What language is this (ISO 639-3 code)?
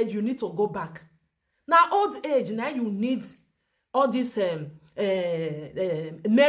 pcm